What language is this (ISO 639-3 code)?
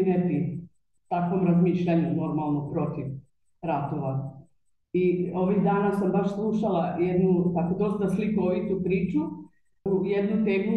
bos